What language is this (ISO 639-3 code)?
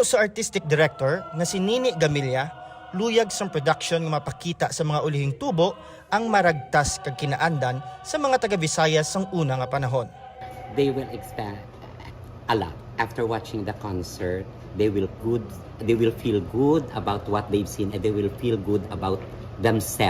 hil